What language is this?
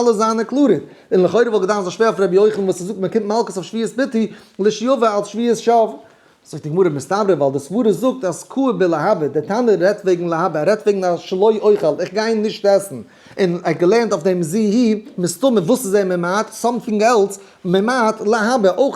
Yiddish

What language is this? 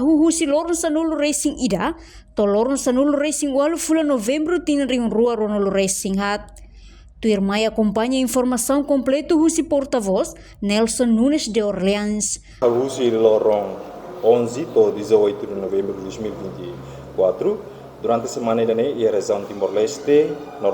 Tetum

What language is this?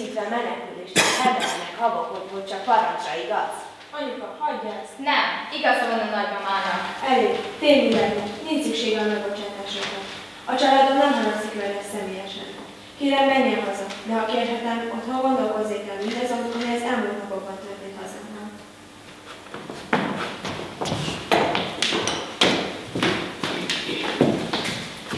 Hungarian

